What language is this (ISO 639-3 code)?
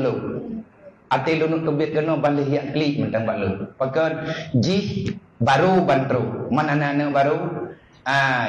ace